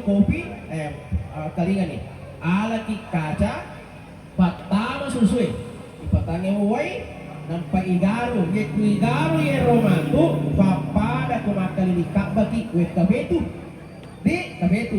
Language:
Buginese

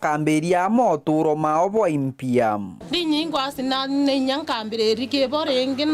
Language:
Meru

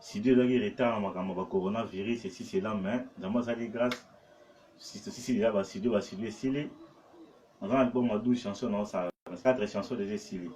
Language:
Lingala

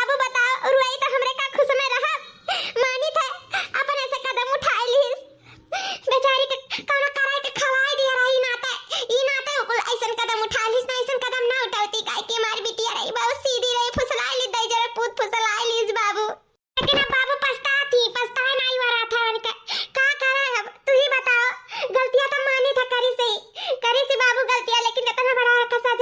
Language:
Awadhi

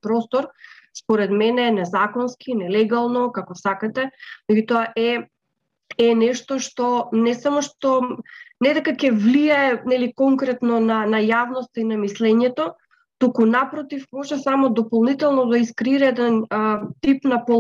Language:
Macedonian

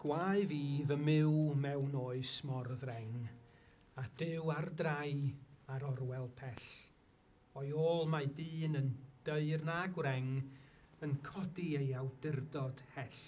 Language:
Welsh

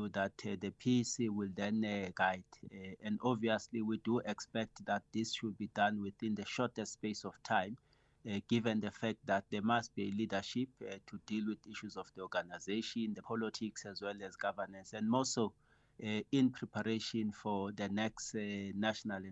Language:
English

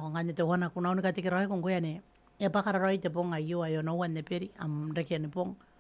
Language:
Gilbertese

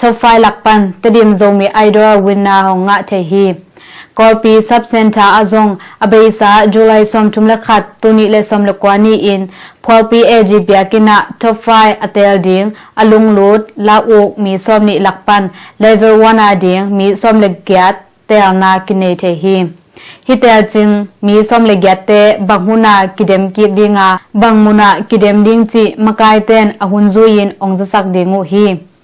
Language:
Tedim Chin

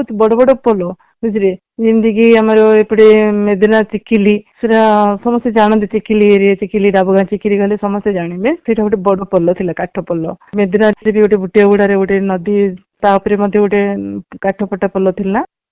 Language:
Odia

